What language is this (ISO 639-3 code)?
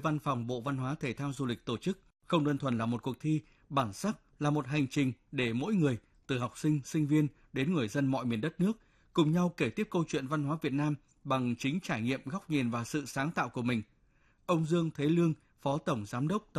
vie